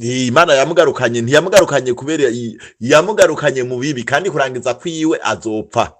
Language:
Rundi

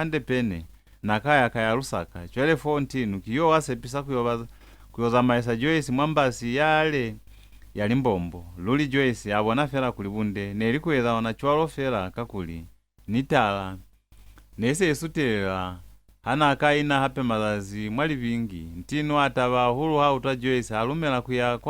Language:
Lozi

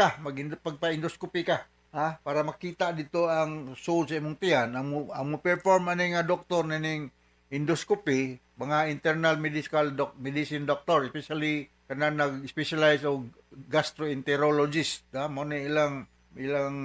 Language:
Cebuano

